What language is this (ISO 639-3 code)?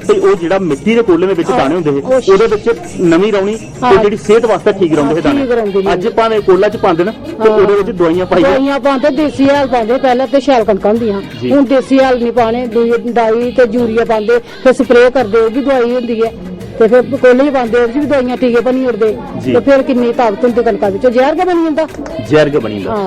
doi